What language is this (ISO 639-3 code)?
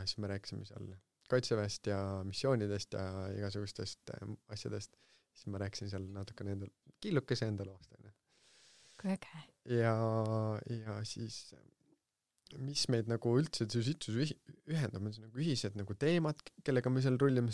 est